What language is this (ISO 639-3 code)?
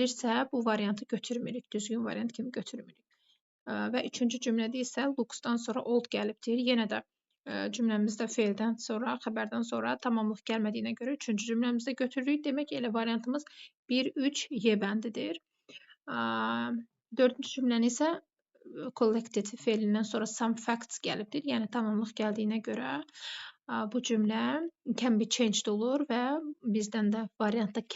aze